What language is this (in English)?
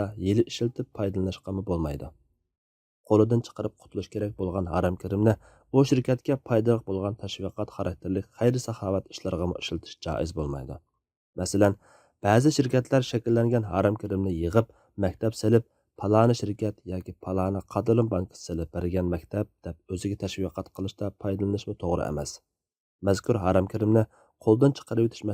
Uyghur